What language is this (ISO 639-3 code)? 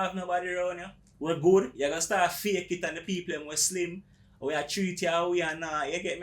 jam